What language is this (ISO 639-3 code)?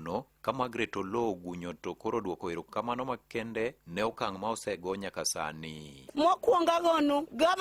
luo